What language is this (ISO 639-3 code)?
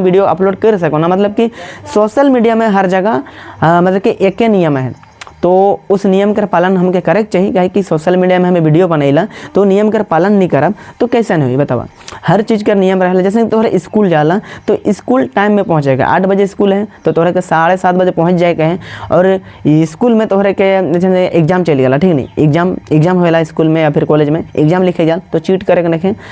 sck